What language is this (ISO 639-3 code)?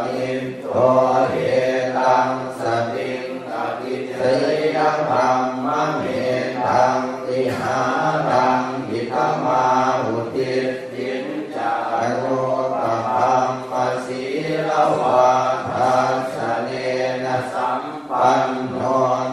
pli